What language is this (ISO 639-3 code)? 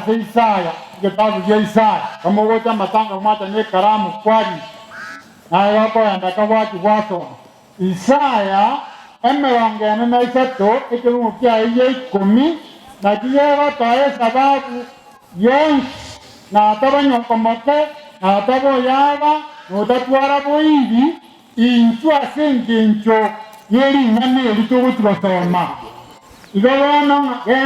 guz